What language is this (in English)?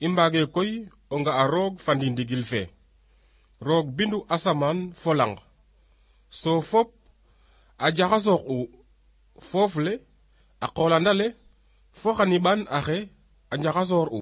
Serer